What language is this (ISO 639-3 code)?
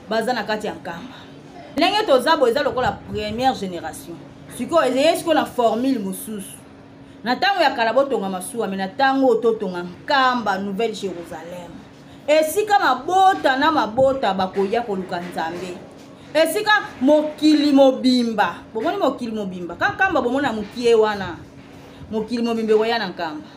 lin